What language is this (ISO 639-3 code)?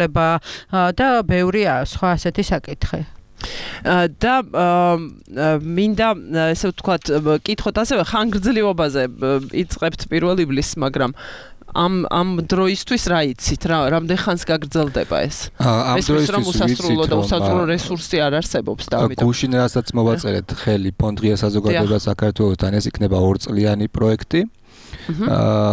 kat